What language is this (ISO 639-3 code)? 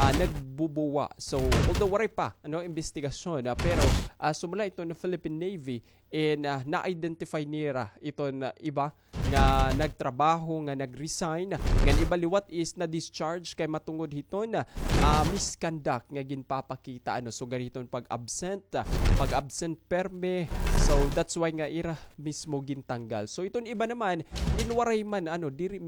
war